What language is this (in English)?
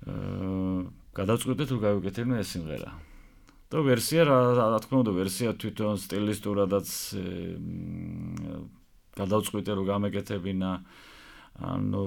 Georgian